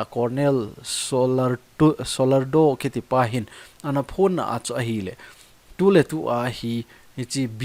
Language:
Thado Chin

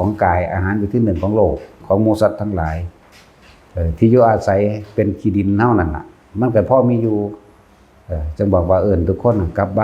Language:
Northeastern Thai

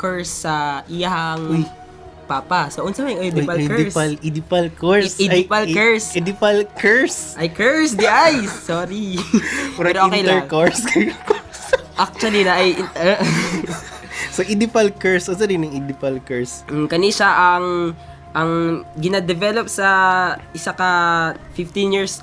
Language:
Cebuano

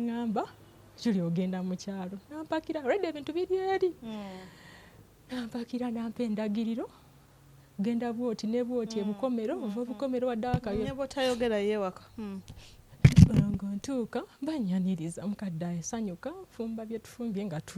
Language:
Ganda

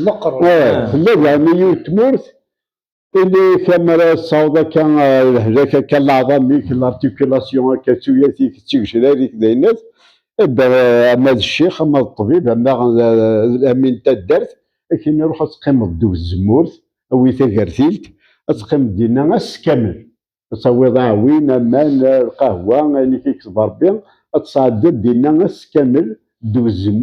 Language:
Kabyle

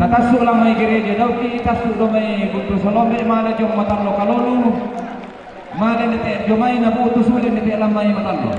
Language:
Toraja-Sa'dan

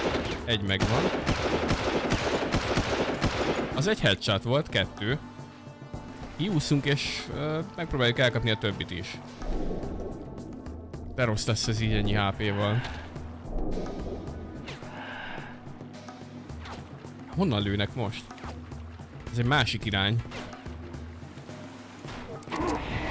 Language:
Hungarian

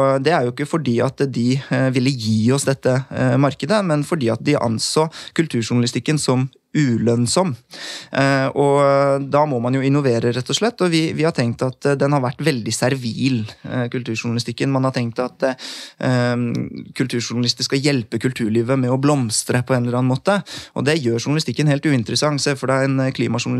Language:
Norwegian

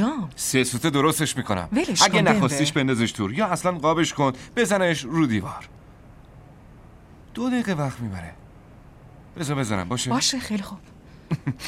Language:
Persian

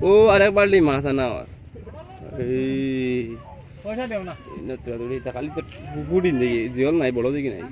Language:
Sylheti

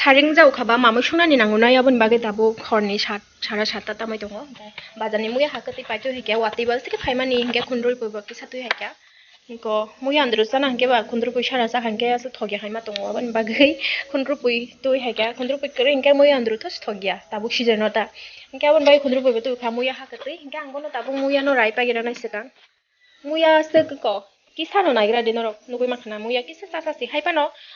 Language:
Kok Borok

